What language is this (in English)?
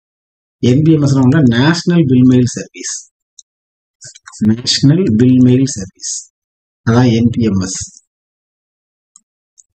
Tamil